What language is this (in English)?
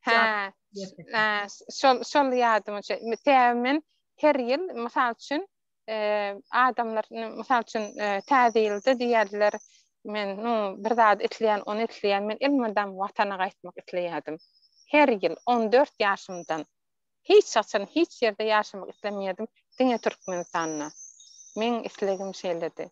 Turkmen